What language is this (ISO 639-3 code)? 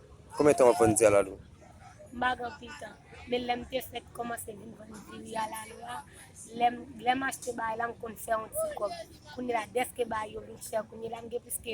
hat